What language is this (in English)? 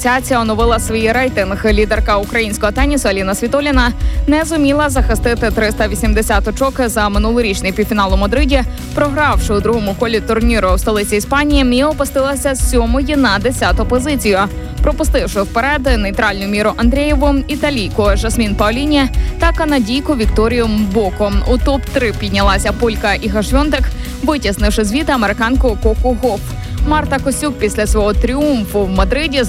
Ukrainian